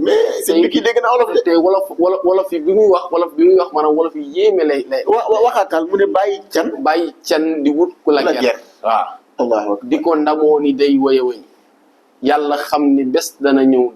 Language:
Wolof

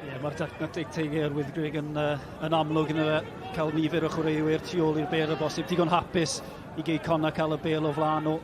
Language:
Welsh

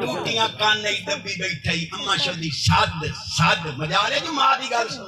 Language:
Saraiki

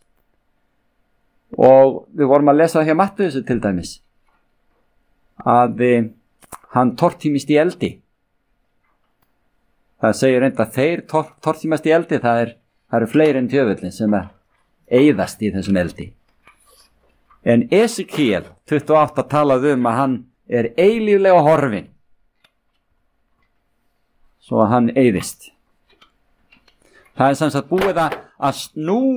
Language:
Icelandic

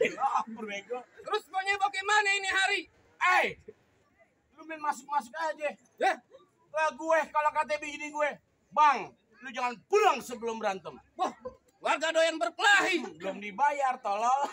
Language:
Betawi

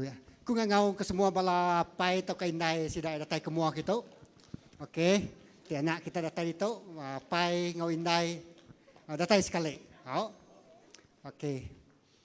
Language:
Iban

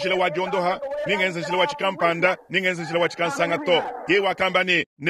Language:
Luba-Lulua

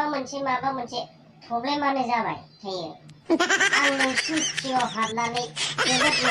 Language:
Bodo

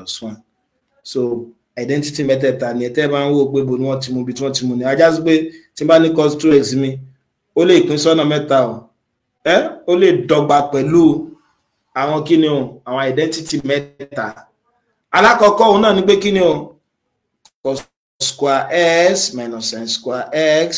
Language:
Yoruba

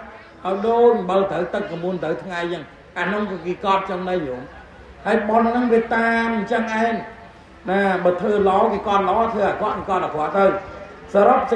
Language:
Khmer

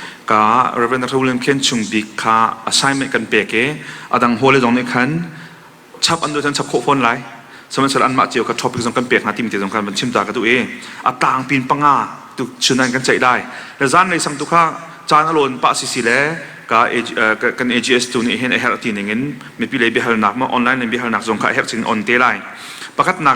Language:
Hakha Chin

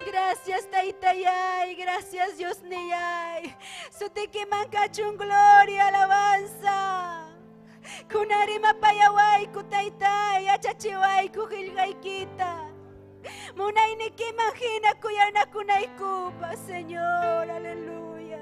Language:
Ayacucho Quechua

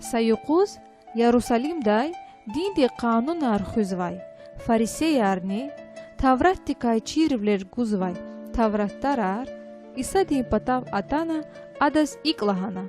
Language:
Lezghian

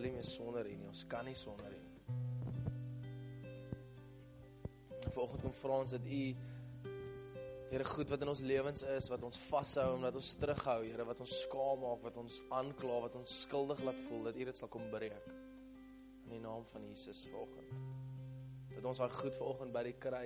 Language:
Afrikaans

